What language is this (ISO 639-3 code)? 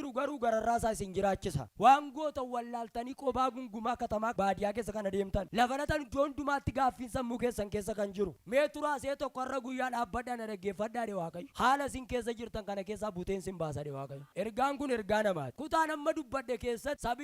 orm